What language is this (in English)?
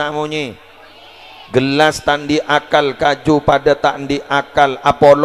Madurese